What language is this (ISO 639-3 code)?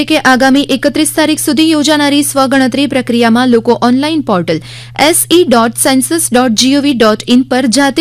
guj